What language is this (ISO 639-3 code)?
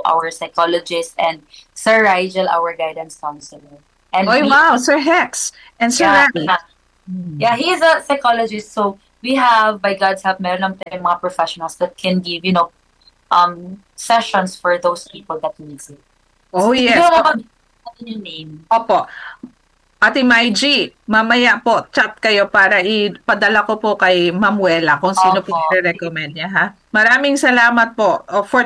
fil